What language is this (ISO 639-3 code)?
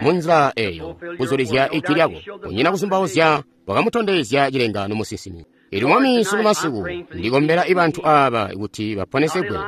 toi